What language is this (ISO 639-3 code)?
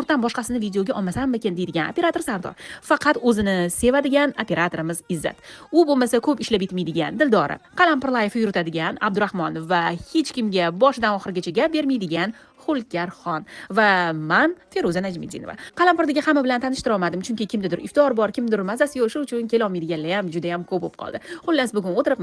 uzb